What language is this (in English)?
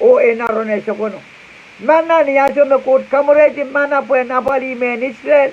Pohnpeian